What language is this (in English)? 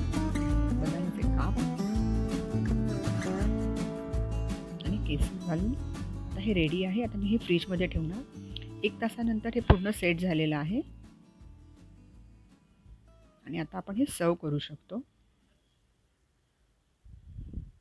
Marathi